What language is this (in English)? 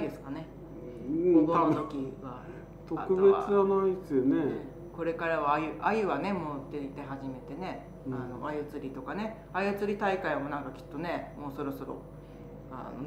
Japanese